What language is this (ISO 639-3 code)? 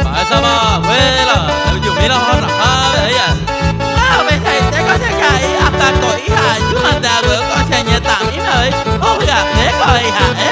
grn